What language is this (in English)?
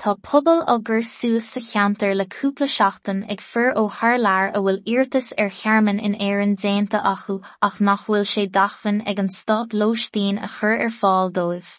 Irish